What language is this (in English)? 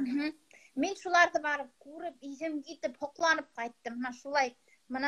Bashkir